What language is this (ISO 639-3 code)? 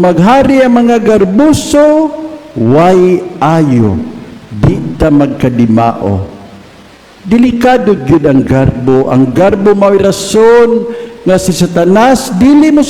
ceb